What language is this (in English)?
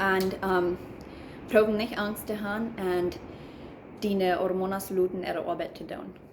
Plautdietsch